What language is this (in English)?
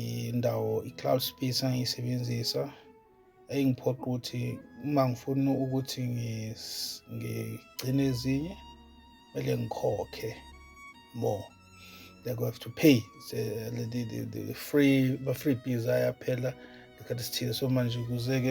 Zulu